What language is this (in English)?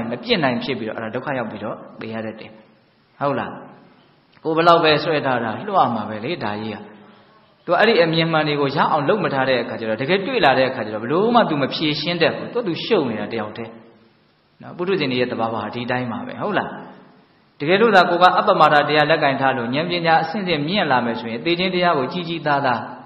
Burmese